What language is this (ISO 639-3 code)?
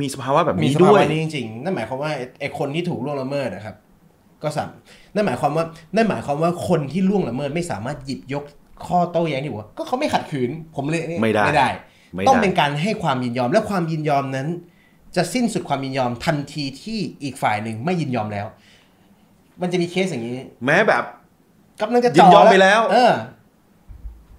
tha